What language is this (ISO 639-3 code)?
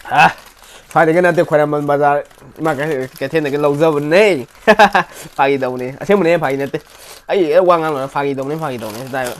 mni